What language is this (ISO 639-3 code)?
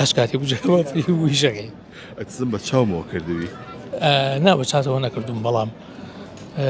ckb